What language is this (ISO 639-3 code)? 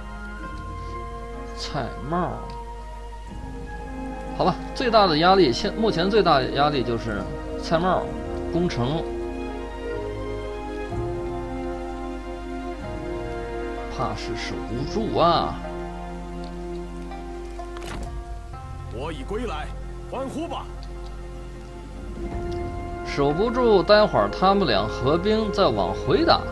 zho